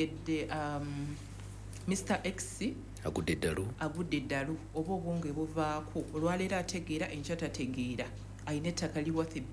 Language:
Ganda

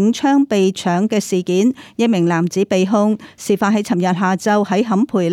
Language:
Cantonese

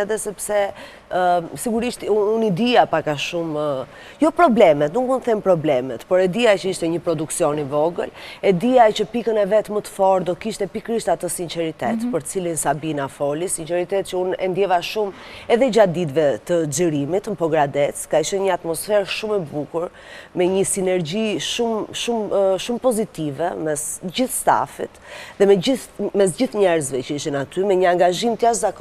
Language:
Albanian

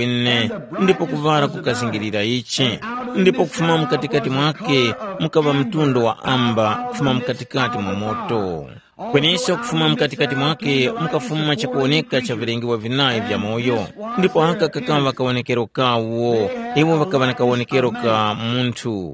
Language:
Tumbuka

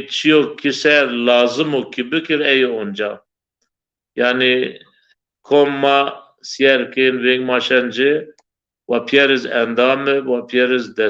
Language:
Zaza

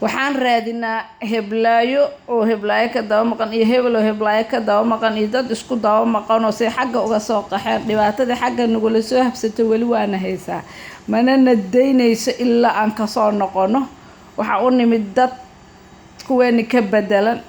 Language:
Somali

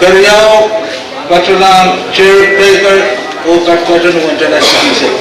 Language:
Pohnpeian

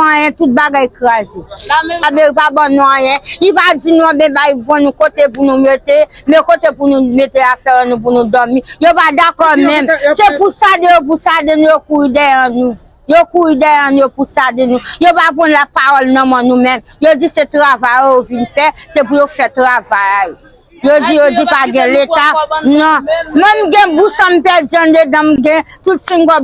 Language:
Haitian Creole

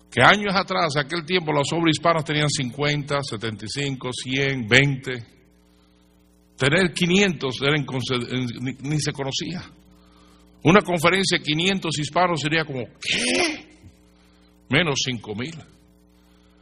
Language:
Spanish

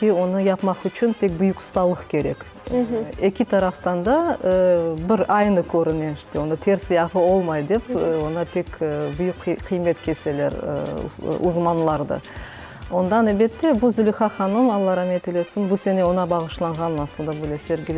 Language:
Crimean Tatar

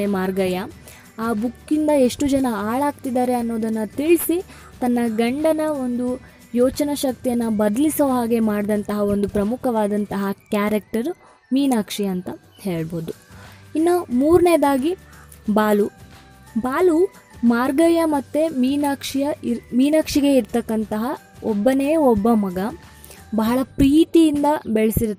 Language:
Kannada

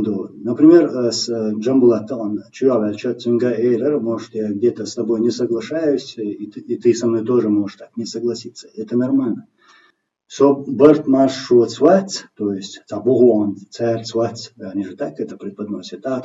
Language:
Chechen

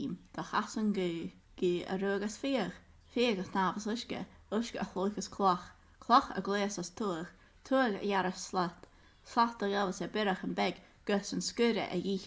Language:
Scottish Gaelic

